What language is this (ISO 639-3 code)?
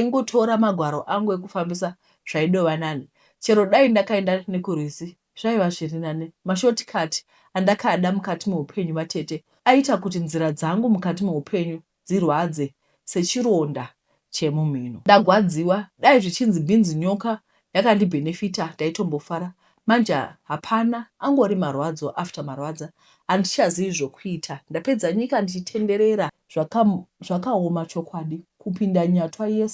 sna